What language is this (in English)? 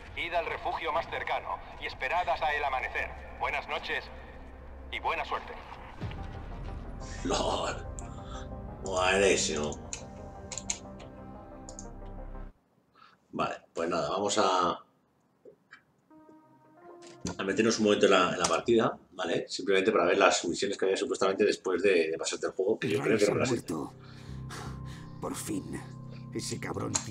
Spanish